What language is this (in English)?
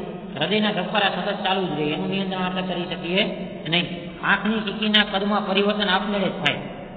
Gujarati